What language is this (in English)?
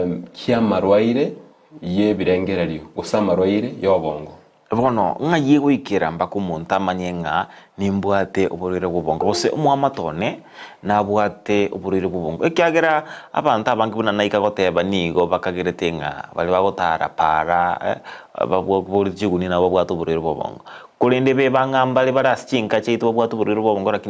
Gusii